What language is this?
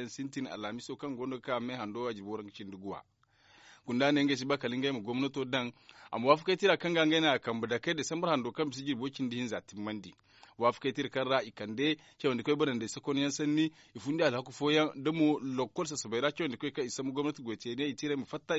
Zarma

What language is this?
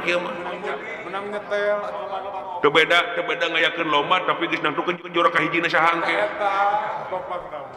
Sundanese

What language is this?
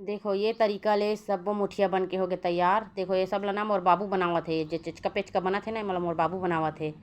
Chhattisgarhi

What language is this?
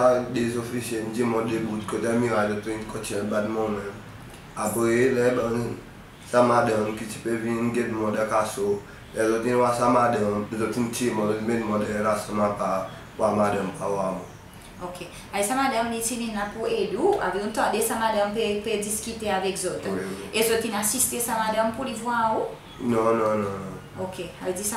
Seselwa Creole French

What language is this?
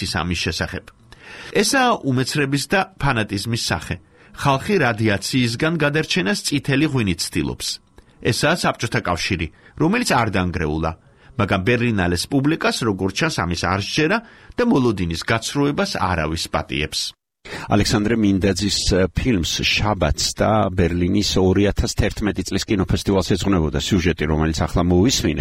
Georgian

